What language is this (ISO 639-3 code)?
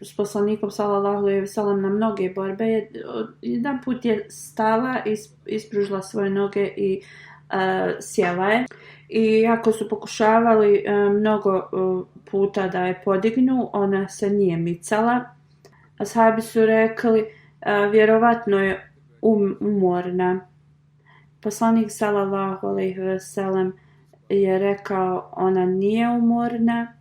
bos